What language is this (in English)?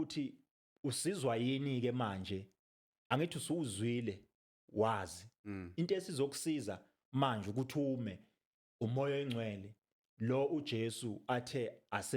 Zulu